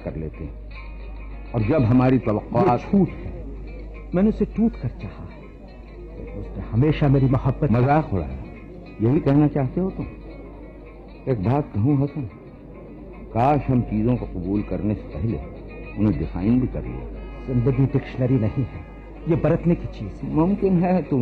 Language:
Urdu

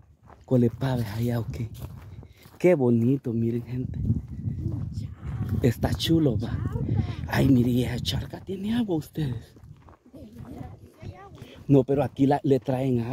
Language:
Spanish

